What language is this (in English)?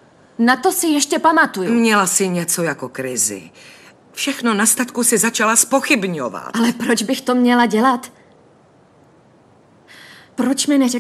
Czech